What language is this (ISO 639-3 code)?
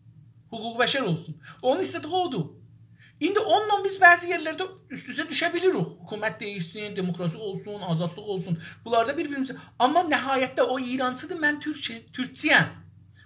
azb